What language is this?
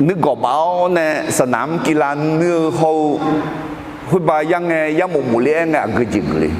Akha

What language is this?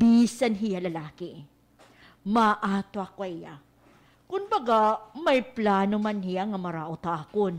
Waray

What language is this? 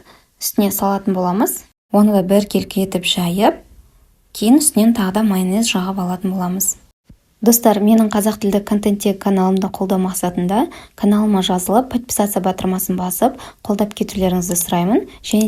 Kazakh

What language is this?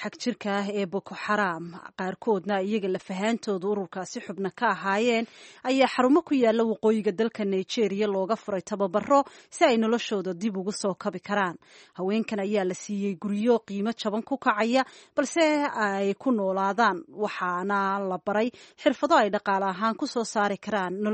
Somali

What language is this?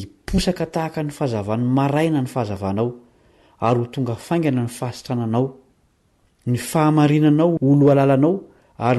Malagasy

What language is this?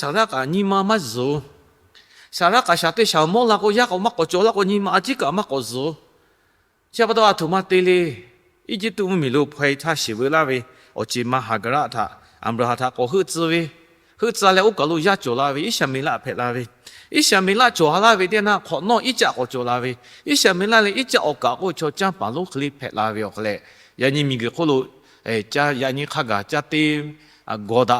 Lahu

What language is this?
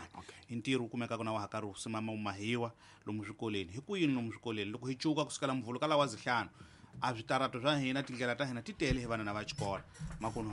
Tsonga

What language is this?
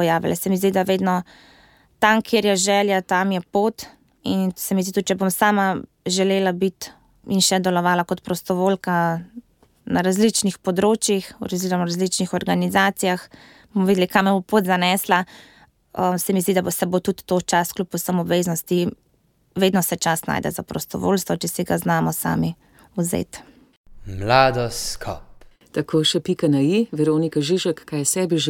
Slovenian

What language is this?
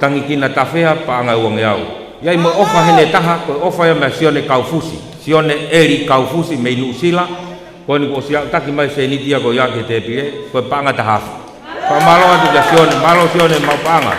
Tongan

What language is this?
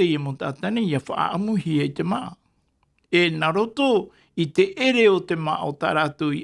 Tahitian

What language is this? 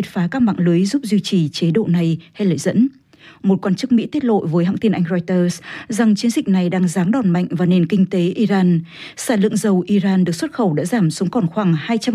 Vietnamese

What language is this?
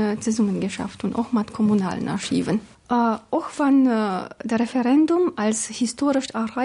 Luxembourgish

